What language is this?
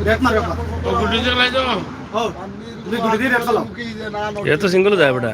Sylheti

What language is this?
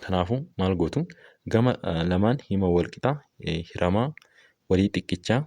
Oromo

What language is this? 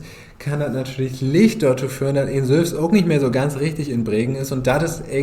Low German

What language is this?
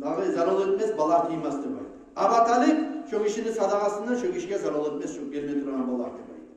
Kumyk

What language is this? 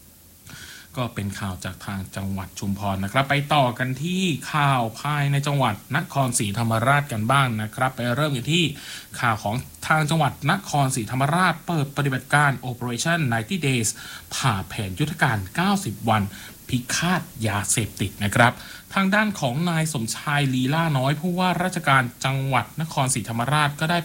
Thai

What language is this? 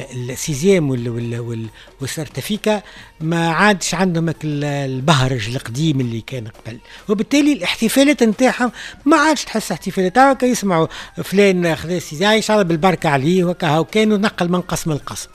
Tunisian Arabic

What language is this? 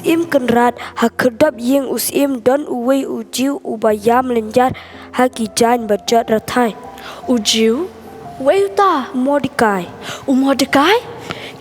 Khasi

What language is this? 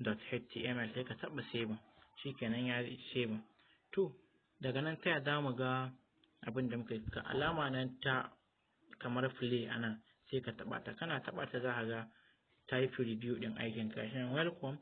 Hausa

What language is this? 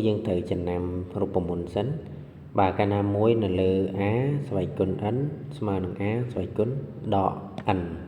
Khmer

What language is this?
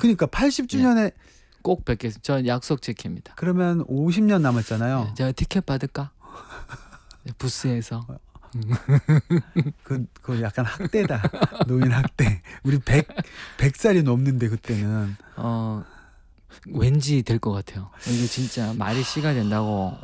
Korean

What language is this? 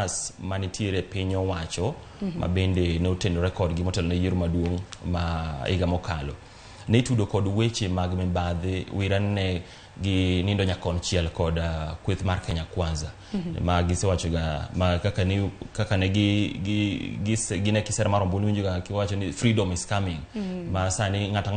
Luo (Kenya and Tanzania)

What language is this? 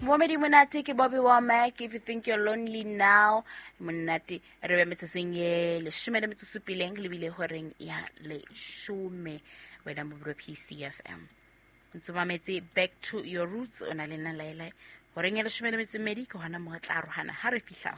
Southern Sotho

